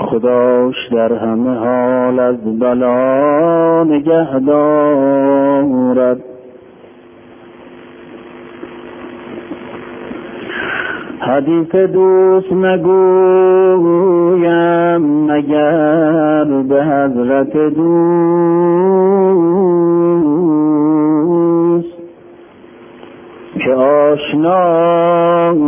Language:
Persian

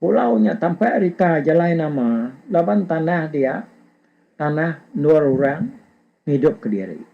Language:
Iban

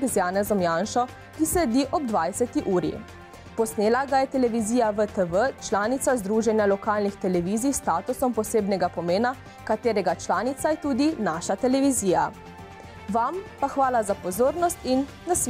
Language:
Slovenian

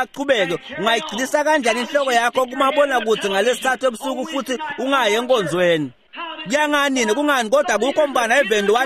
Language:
Swati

